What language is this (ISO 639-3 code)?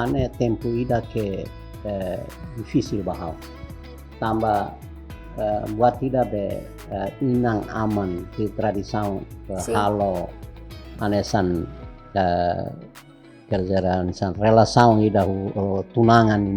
tet